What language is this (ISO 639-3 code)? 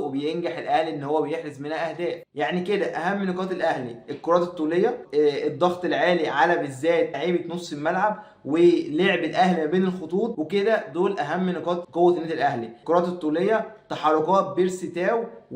arz